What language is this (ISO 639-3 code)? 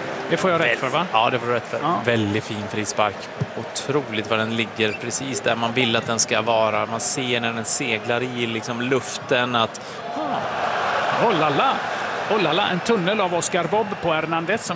swe